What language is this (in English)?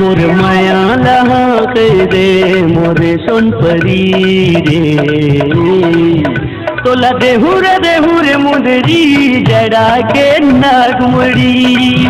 Chhattisgarhi